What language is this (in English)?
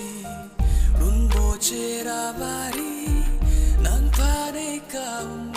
Karbi